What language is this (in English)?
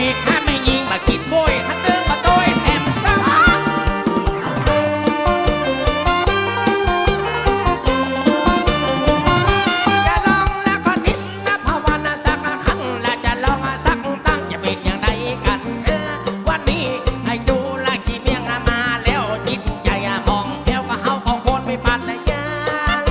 Northern Thai